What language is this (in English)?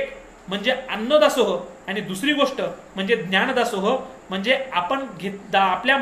Marathi